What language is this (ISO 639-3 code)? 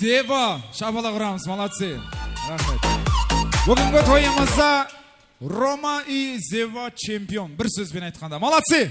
kaa